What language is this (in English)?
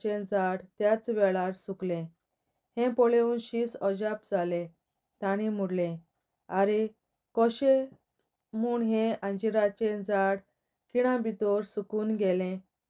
Konkani